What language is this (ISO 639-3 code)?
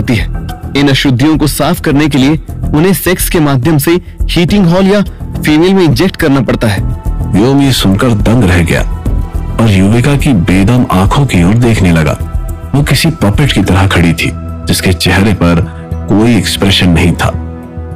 hin